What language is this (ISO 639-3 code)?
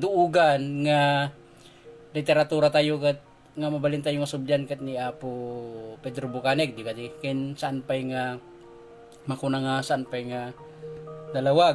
ilo